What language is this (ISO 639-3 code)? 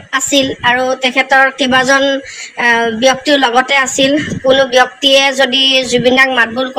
asm